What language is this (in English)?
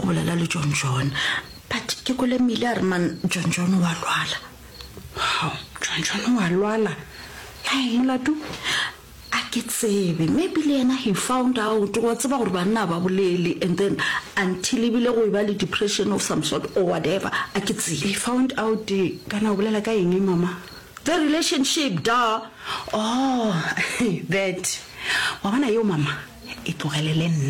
Northern Sotho